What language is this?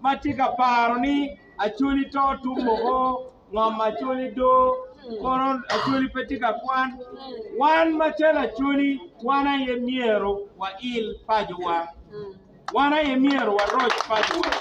Acoli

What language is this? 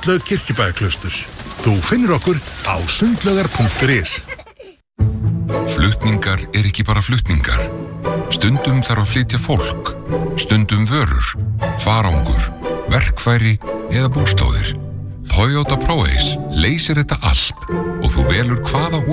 Icelandic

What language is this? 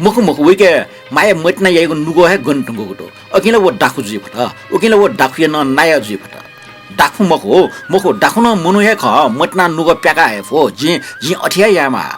Newari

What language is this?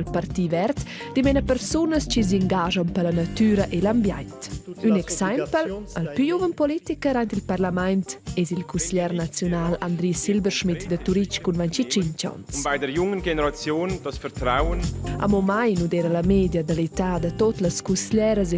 Romansh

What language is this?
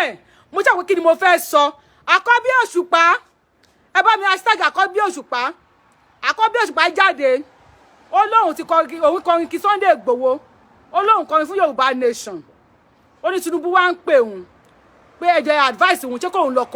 Yoruba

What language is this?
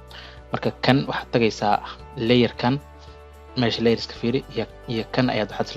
Somali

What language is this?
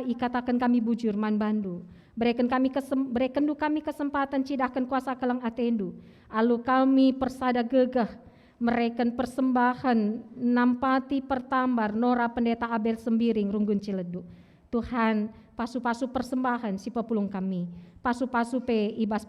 Batak Karo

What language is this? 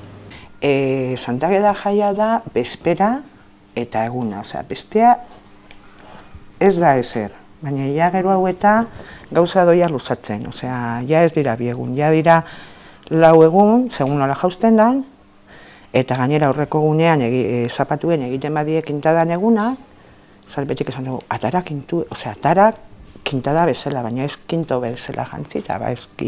Basque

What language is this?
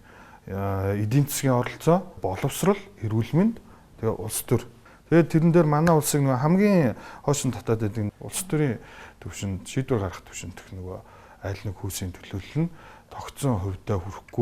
Mongolian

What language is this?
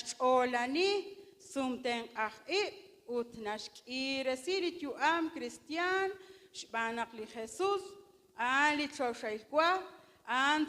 Kekchí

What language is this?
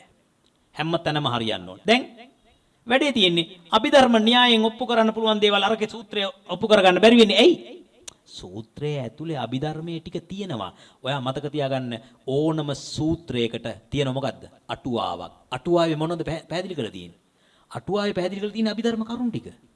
Sinhala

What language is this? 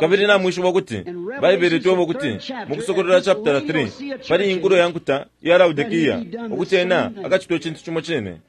Bemba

